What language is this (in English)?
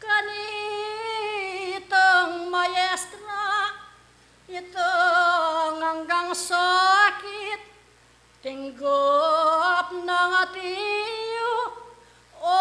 Pampanga